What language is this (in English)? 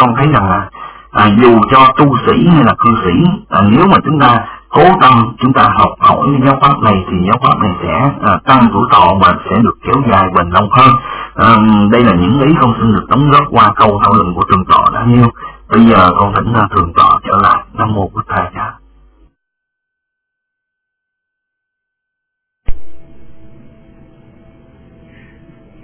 Vietnamese